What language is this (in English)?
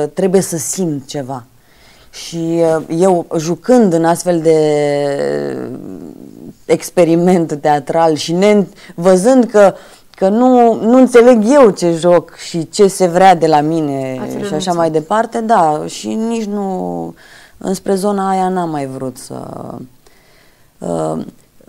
Romanian